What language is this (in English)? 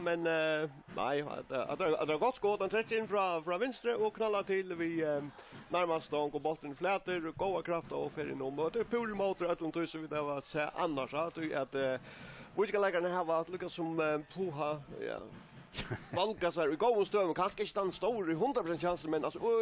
Faroese